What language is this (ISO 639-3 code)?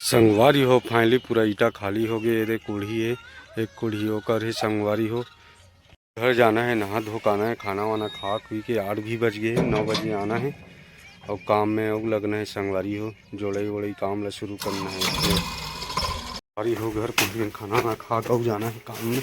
hne